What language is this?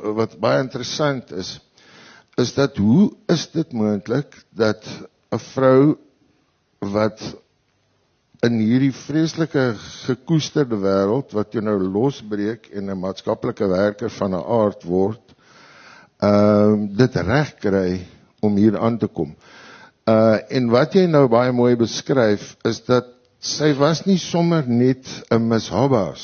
Afrikaans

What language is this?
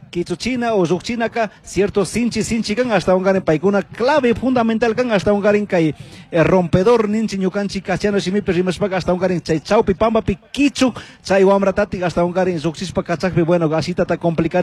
Chimborazo Highland Quichua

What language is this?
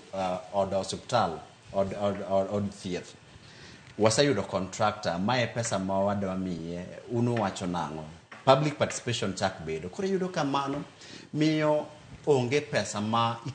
Luo (Kenya and Tanzania)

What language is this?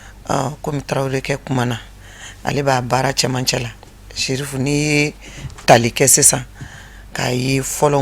Bambara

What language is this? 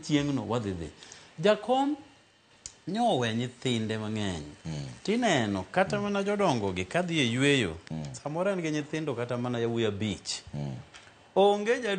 Luo (Kenya and Tanzania)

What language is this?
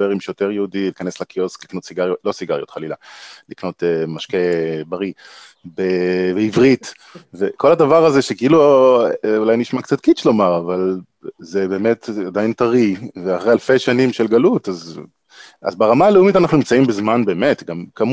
Hebrew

